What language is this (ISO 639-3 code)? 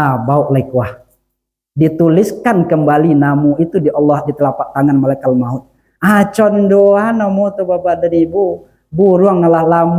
min